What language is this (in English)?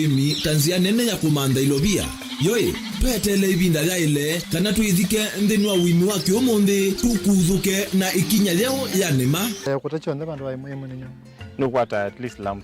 Kamba